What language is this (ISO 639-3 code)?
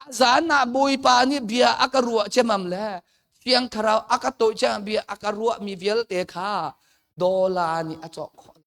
cnh